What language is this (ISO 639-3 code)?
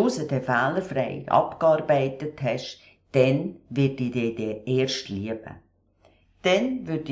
gsw